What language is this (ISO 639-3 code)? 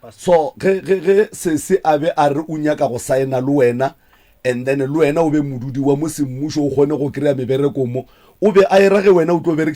nso